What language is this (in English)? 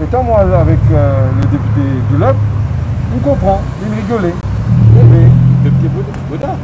Morisyen